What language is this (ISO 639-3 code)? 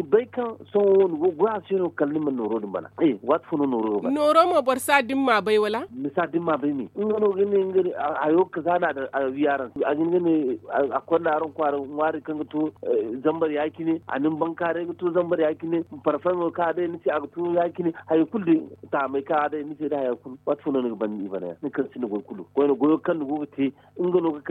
dje